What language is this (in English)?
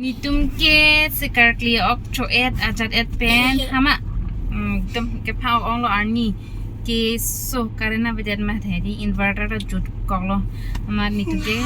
Karbi